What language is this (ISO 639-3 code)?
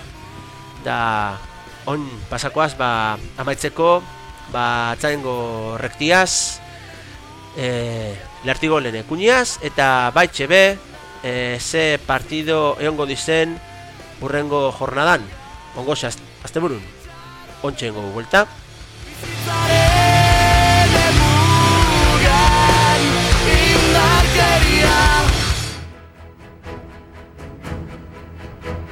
eus